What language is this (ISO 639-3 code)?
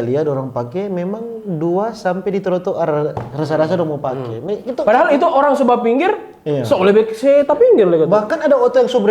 xmm